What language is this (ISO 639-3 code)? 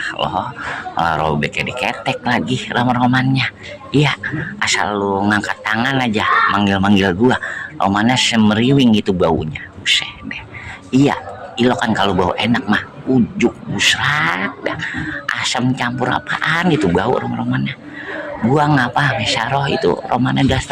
bew